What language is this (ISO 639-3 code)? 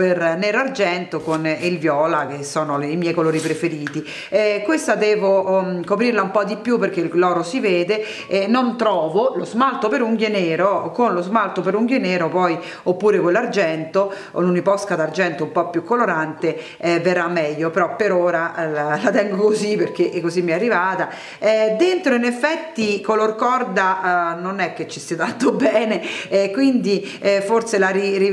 ita